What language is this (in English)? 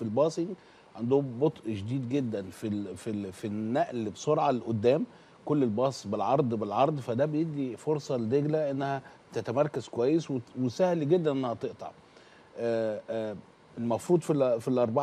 Egyptian Arabic